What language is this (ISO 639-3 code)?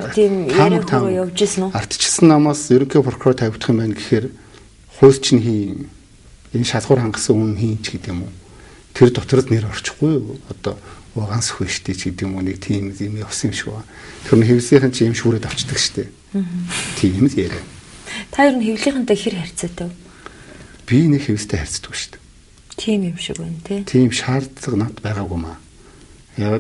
mon